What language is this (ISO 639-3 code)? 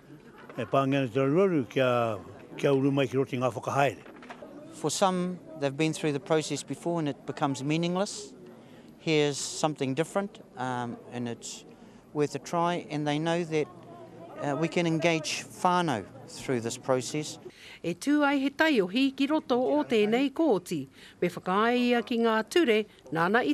mri